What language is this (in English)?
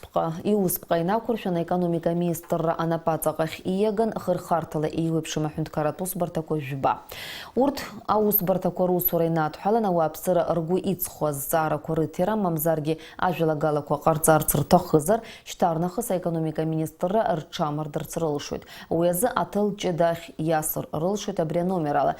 Abkhazian